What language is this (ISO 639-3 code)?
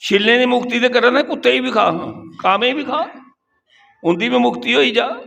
doi